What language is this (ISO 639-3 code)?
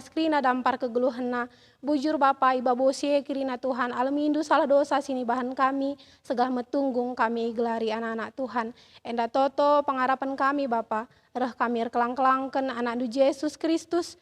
btx